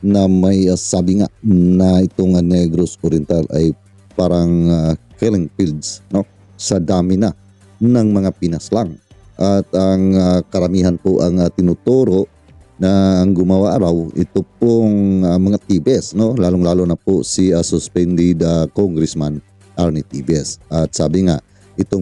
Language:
Filipino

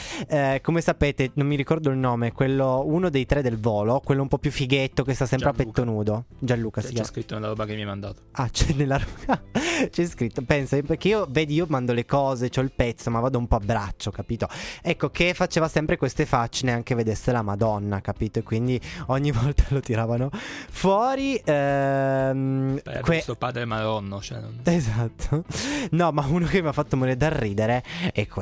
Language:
Italian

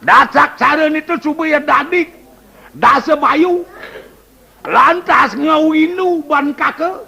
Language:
Balinese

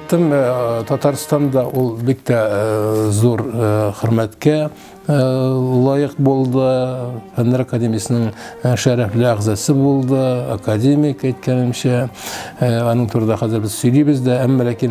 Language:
Tatar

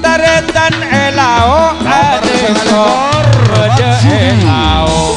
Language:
Madurese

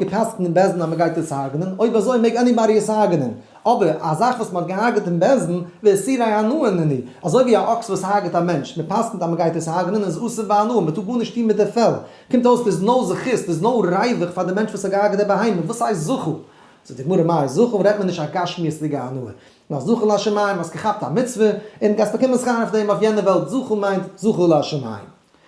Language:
Yiddish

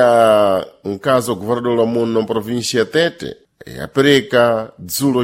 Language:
Sena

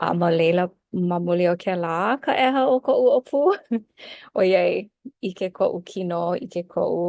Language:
Hawaiian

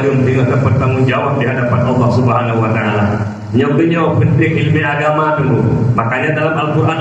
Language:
Achinese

